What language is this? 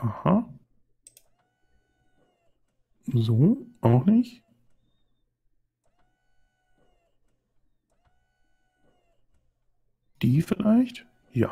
German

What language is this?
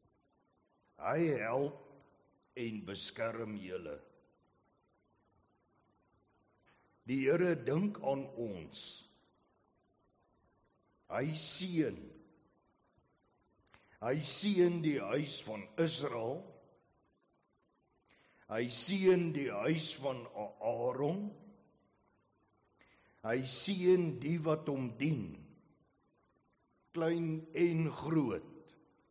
Afrikaans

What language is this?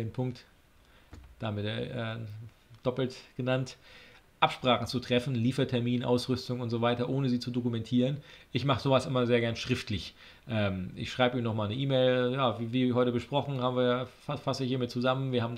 German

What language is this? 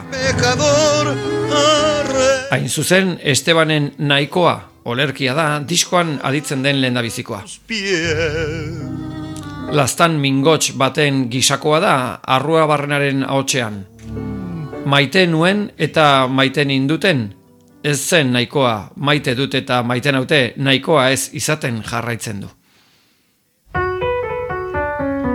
Basque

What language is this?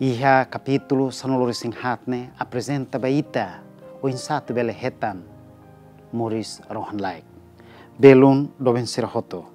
Tetum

